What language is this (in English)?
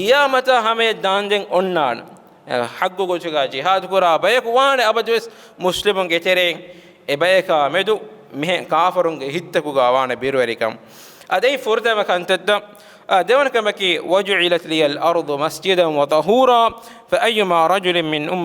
Divehi